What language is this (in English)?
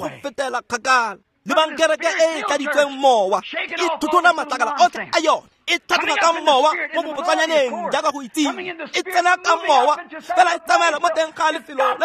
Tswana